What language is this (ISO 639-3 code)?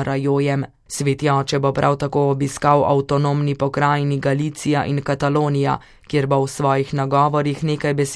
slv